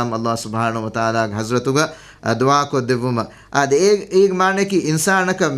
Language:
Divehi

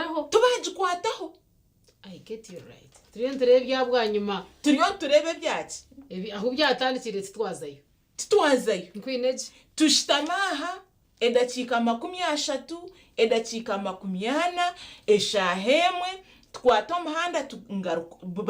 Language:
Nyankole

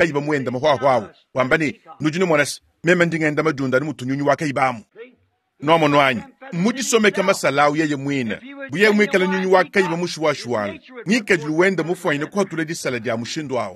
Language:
Luba-Lulua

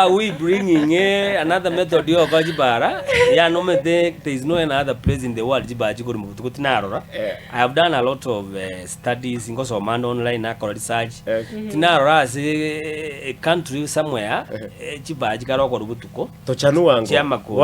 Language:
Gusii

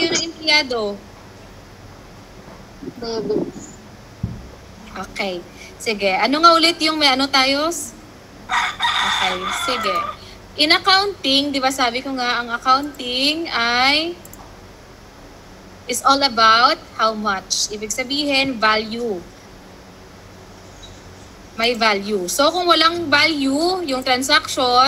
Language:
Filipino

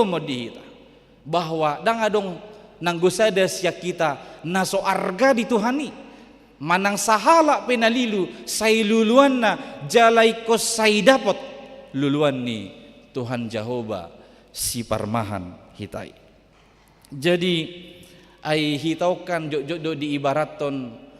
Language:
Batak Toba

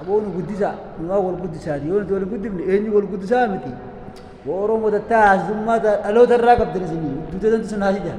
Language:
Oromo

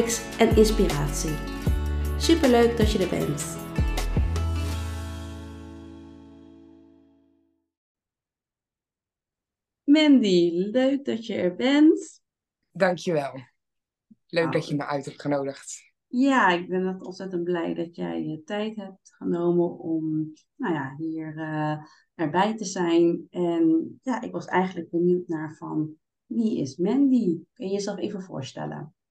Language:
Dutch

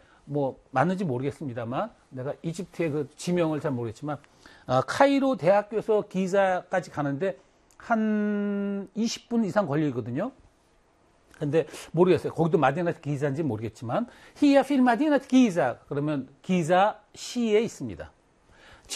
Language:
Korean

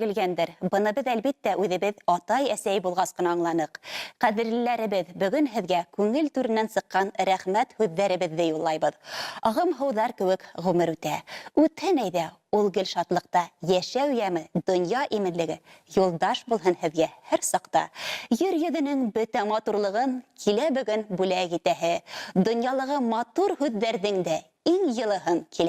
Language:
Bashkir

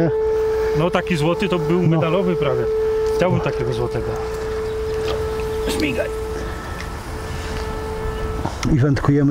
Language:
Polish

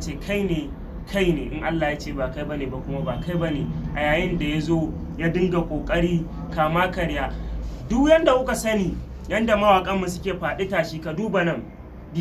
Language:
Hausa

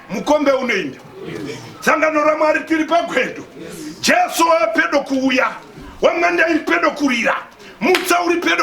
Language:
Shona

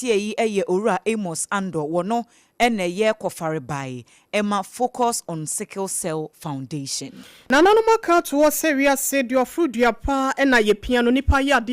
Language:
Akan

